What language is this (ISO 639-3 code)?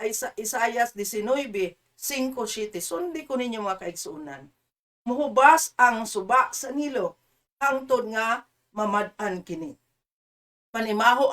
ceb